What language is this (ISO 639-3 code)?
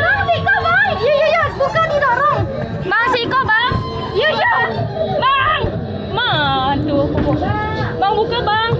min